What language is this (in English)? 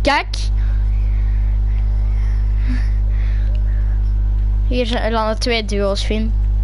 Dutch